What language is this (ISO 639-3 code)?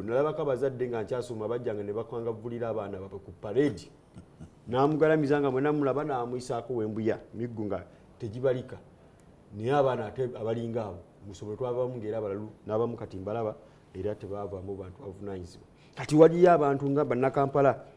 lug